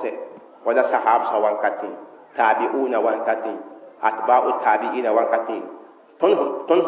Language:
Mossi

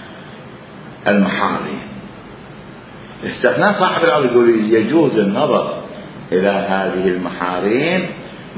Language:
Arabic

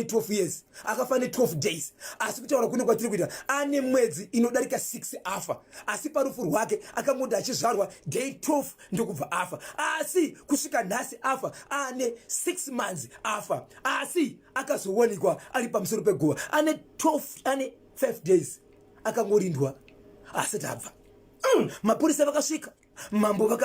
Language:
Shona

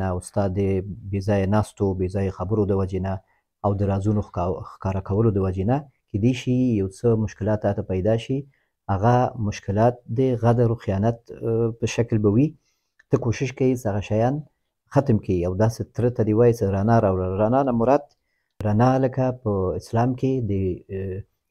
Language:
Pashto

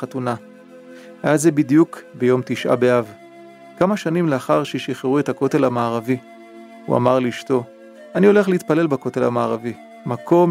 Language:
Hebrew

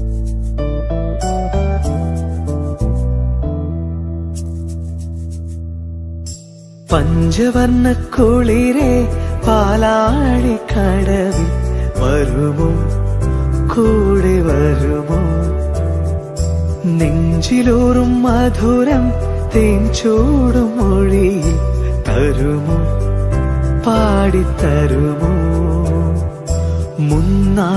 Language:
Malayalam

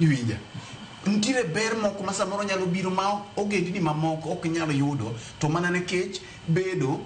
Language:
Luo (Kenya and Tanzania)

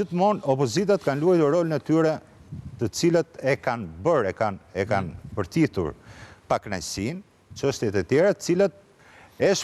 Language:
Albanian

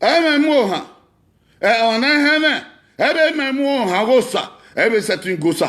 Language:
Bini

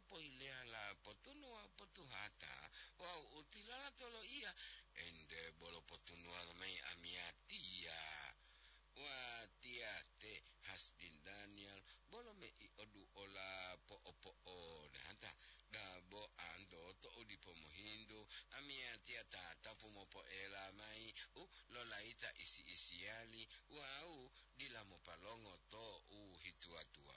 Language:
Gorontalo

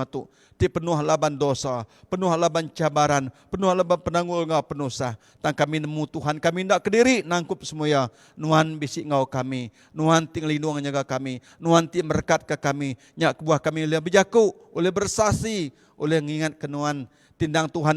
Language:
Iban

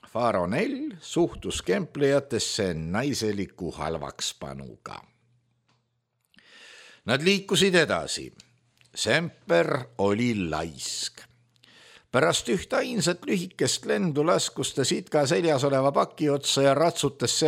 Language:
Estonian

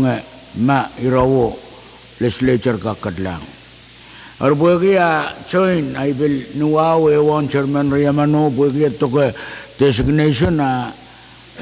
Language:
Pohnpeian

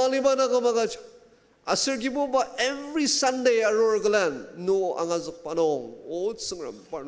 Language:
Ao Naga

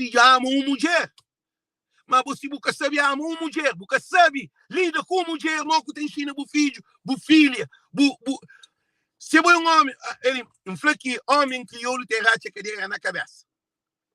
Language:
Kabuverdianu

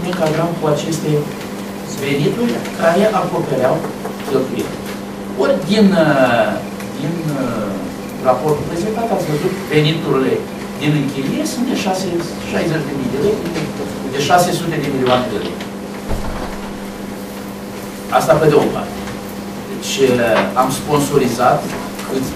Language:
Romanian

